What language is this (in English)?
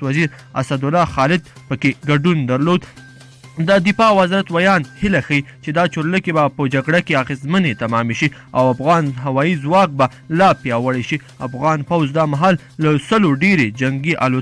Pashto